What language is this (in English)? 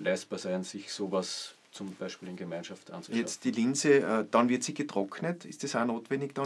German